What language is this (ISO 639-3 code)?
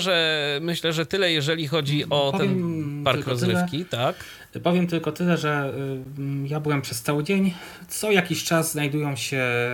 pol